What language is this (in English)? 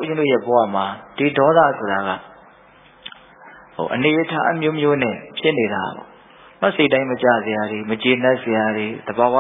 Burmese